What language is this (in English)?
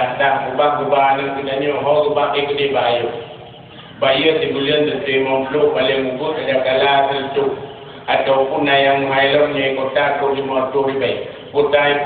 Achinese